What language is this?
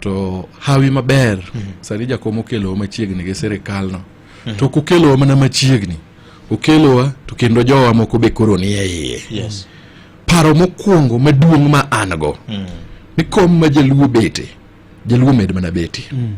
Luo (Kenya and Tanzania)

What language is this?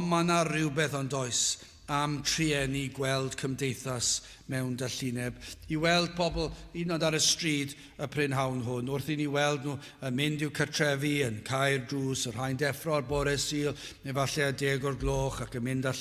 Welsh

